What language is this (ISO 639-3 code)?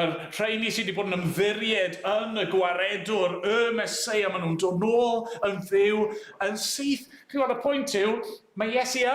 cym